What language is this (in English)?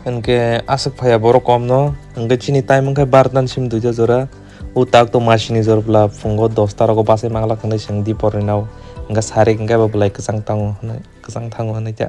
Kok Borok